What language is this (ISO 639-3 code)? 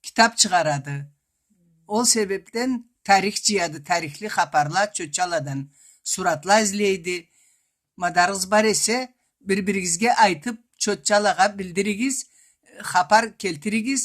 krc